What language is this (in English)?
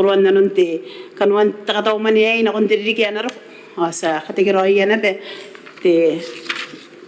Gilbertese